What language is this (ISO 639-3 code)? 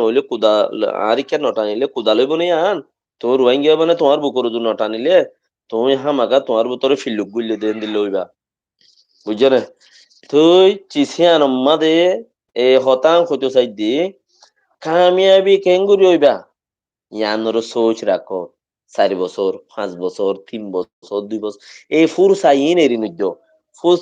rhg